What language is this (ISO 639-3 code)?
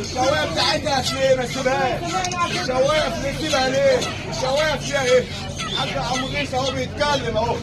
arz